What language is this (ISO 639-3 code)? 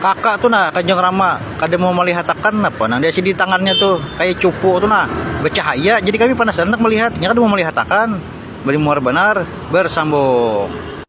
bjn